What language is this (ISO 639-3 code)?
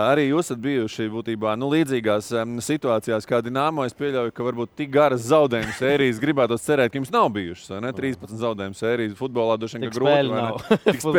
lav